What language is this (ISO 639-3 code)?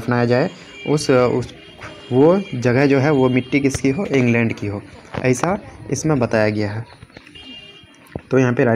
hin